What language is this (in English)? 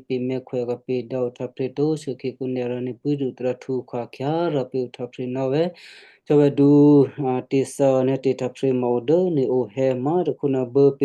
Western Kayah